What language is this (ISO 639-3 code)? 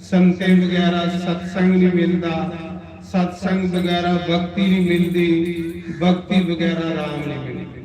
doi